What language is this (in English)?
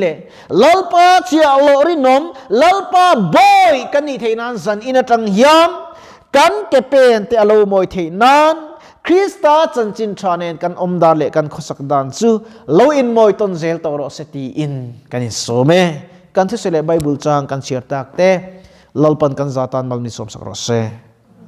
Mizo